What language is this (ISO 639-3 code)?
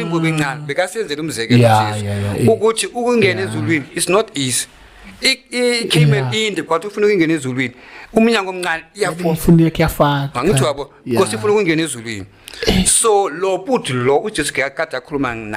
zul